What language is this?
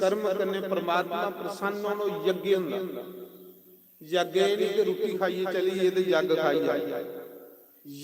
Dogri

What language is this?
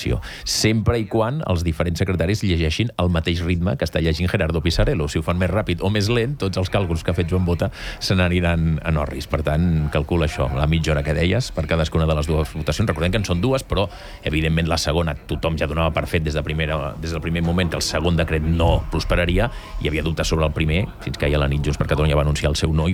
Catalan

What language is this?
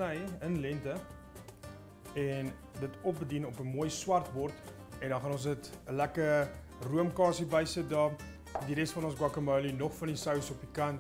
Afrikaans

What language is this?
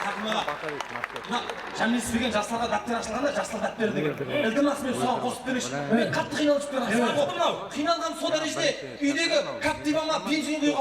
Kara-Kalpak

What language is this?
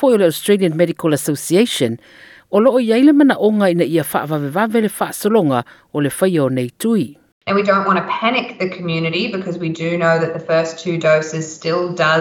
Samoan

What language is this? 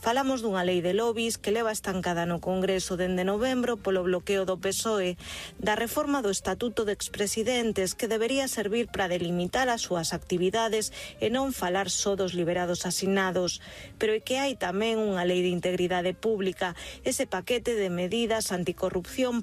Galician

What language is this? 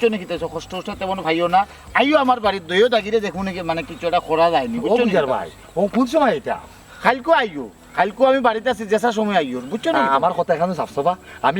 Sylheti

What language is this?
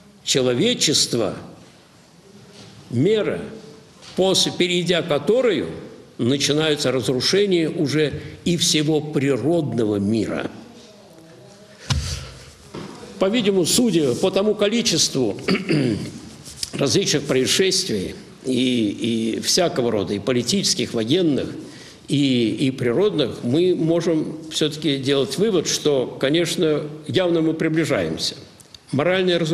Russian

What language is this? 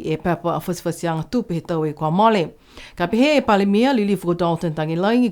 Niuean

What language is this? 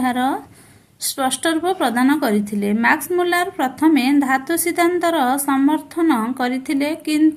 Odia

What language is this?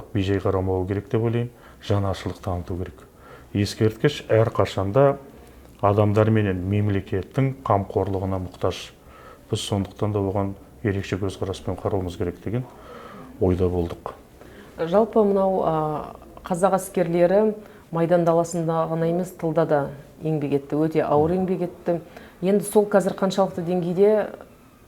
Kazakh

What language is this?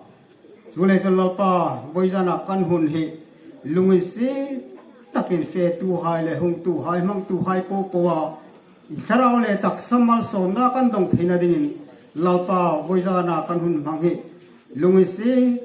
Hmar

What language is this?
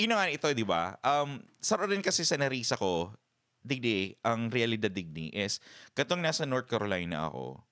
Bikol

